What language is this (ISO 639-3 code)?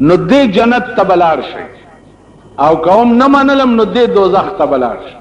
pus